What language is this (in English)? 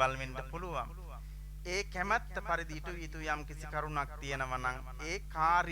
Sinhala